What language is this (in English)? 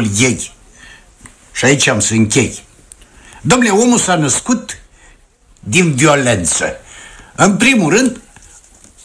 Romanian